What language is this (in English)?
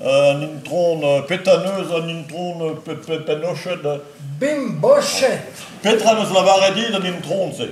Breton